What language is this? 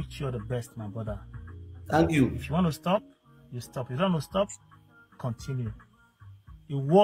Nigerian Pidgin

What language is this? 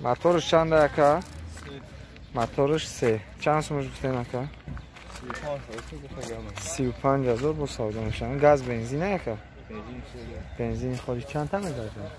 Tajik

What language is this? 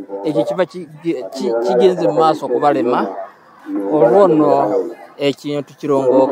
Ganda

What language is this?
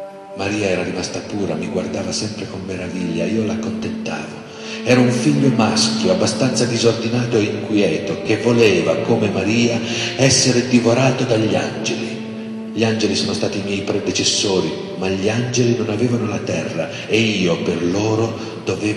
Italian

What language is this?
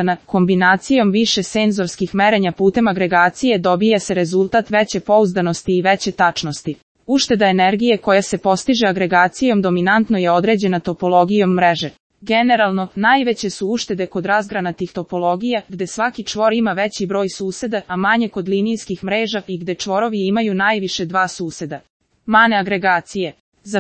Serbian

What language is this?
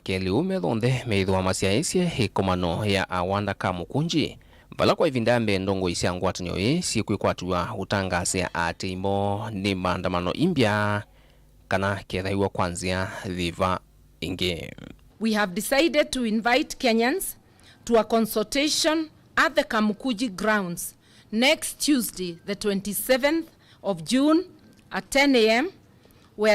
Kamba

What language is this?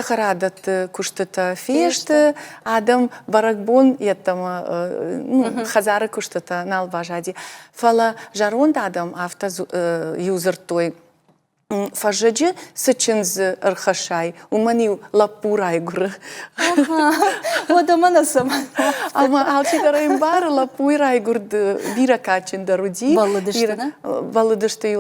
Ossetic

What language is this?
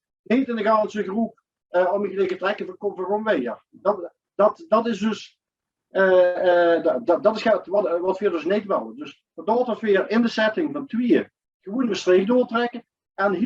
Limburgish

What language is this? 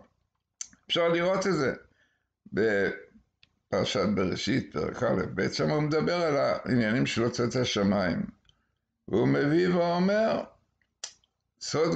Hebrew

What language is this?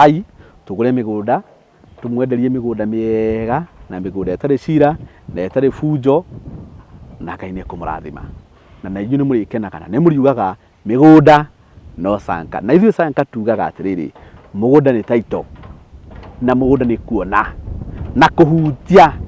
Kikuyu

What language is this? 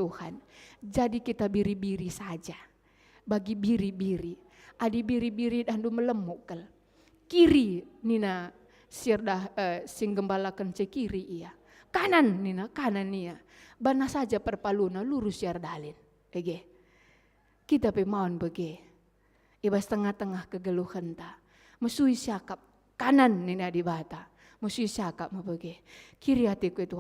Batak Karo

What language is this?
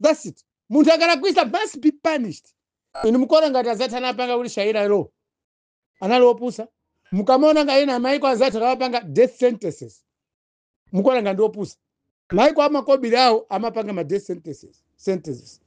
Nyanja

